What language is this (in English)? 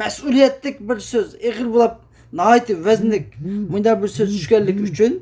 Uyghur